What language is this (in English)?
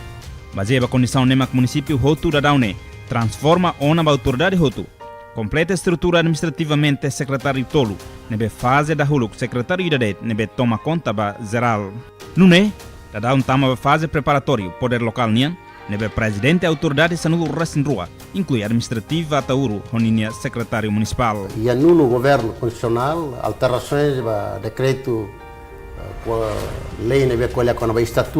Tetum